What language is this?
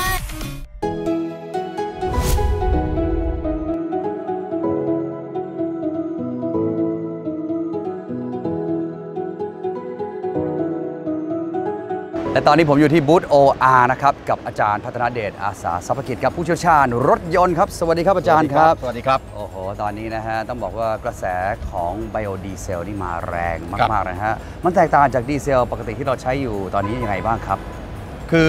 Thai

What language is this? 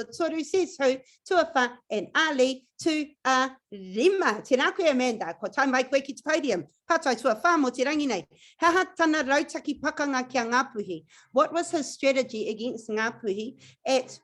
Māori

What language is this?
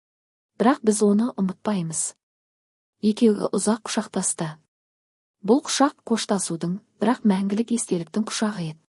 Kazakh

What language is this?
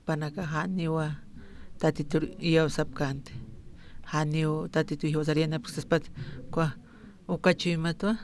Aymara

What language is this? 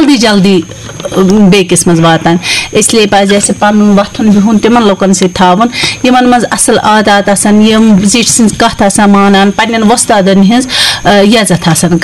Kashmiri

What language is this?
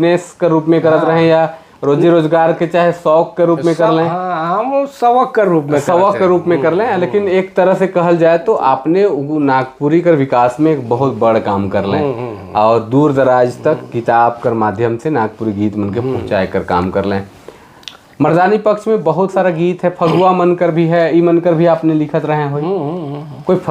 Sadri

